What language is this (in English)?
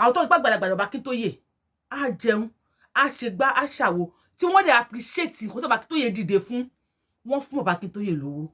Yoruba